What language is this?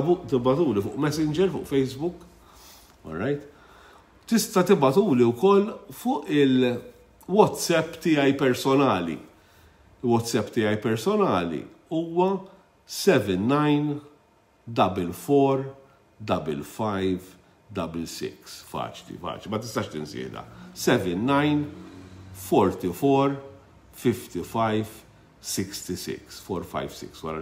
Maltese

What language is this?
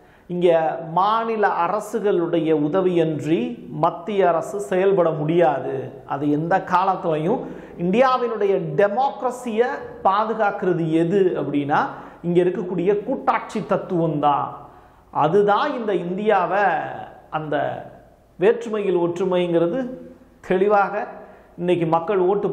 Tamil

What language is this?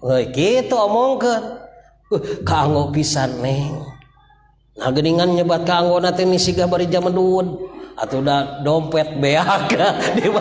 Sundanese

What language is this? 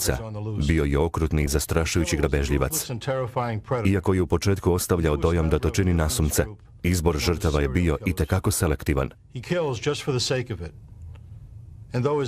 Croatian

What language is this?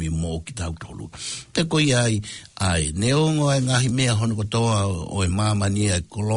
Tongan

